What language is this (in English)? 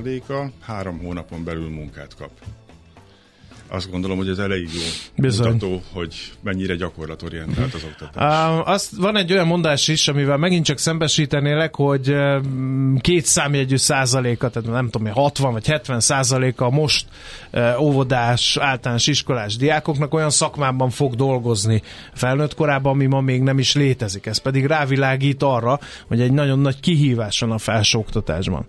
Hungarian